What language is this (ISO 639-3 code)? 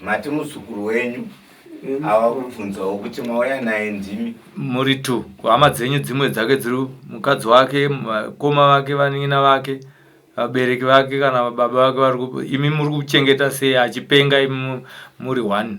sna